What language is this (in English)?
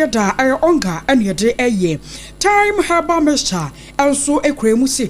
Akan